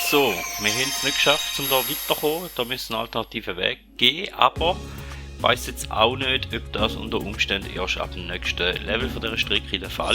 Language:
Swiss German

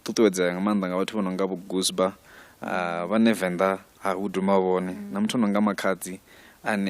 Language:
Venda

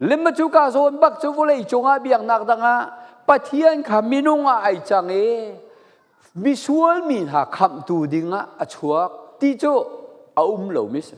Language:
Falam Chin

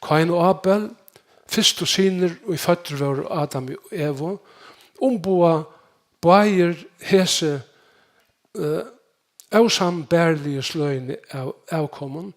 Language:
Faroese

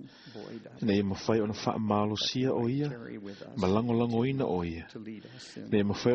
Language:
Samoan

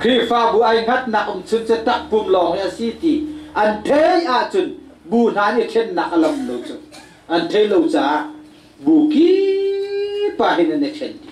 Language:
Hakha Chin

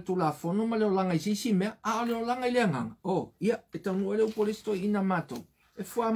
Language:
Samoan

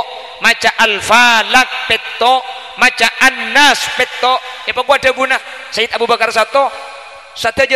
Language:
Madurese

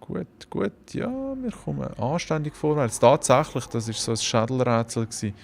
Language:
Swiss German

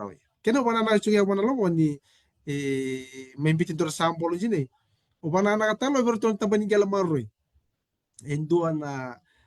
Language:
Fijian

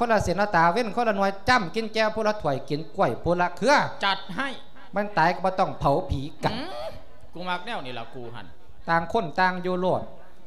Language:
Lao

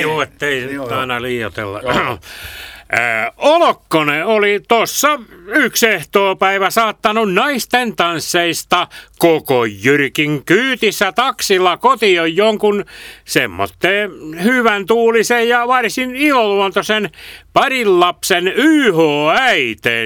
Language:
Finnish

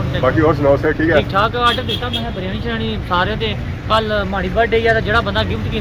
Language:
Pahari-Potwari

